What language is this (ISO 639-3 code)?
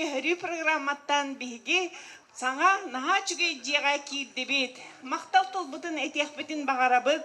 sah